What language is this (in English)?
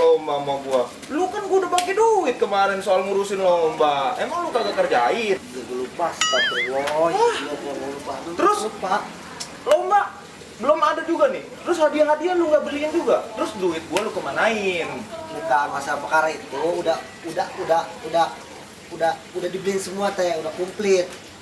Betawi